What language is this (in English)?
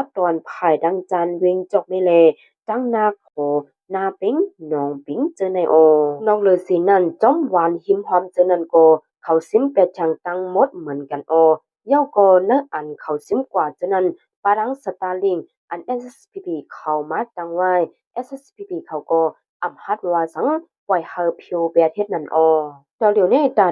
Shan